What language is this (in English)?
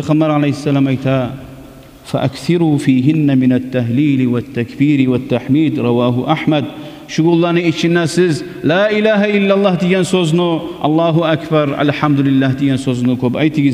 Kumyk